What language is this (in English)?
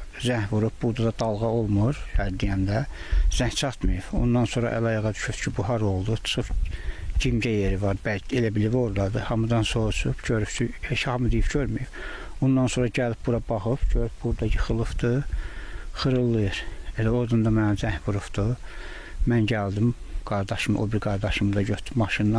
Azerbaijani